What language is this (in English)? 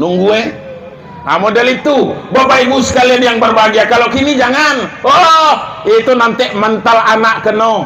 Minangkabau